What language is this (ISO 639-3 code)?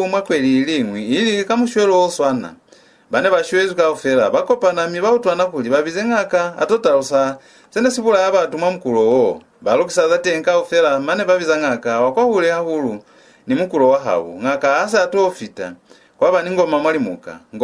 loz